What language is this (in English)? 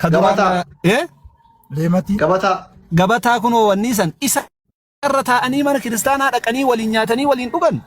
Oromo